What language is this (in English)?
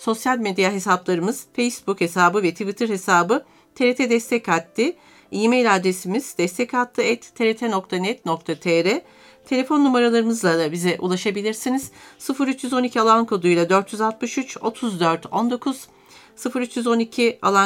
Turkish